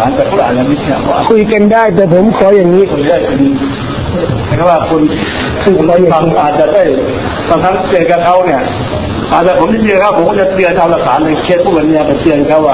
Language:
Thai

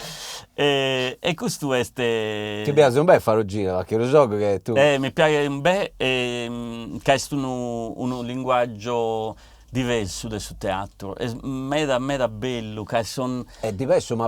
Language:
Sardinian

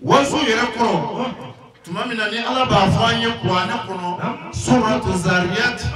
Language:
Bambara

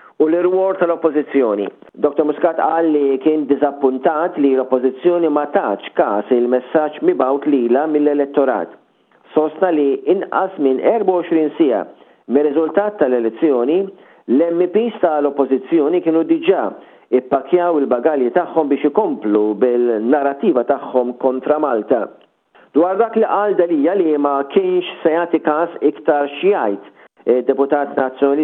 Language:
Maltese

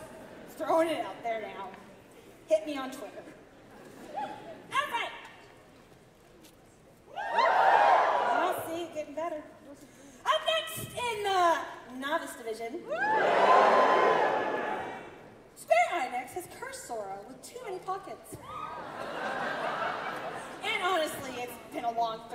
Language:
English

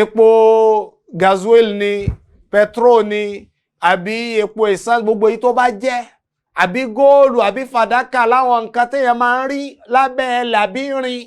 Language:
Yoruba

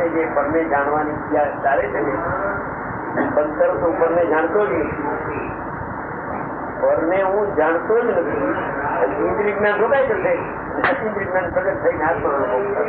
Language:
Gujarati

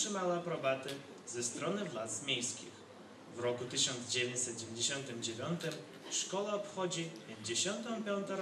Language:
Polish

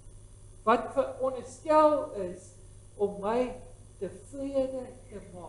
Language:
Afrikaans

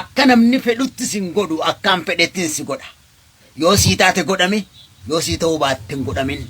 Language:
Oromo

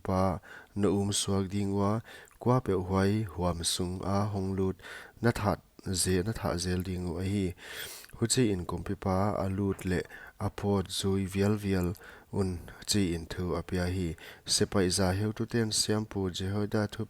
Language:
Paite Chin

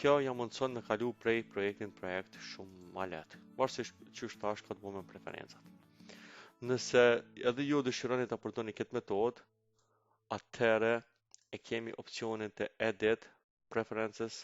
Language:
Albanian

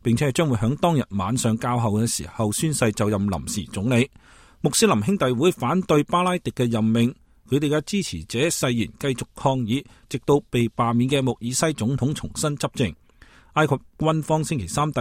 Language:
Cantonese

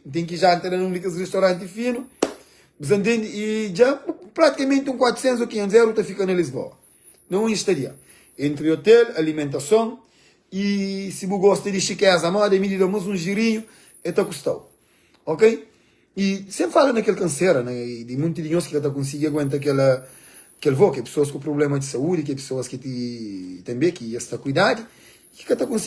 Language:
Kabuverdianu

